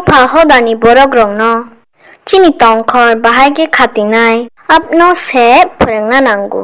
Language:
Kok Borok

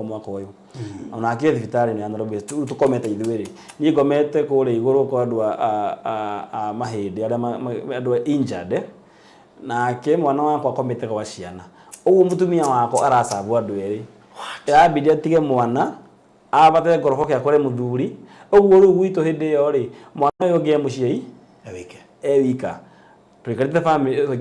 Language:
Kikuyu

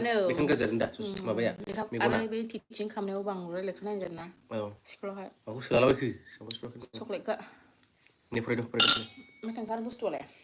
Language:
Bodo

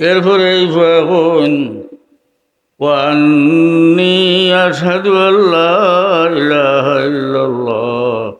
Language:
Sylheti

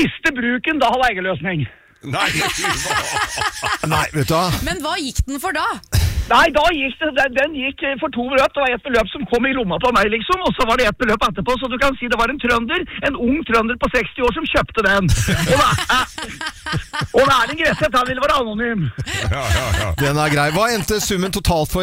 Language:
Norwegian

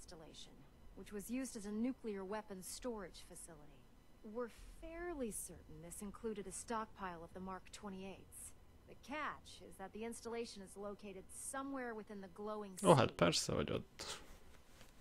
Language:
Hungarian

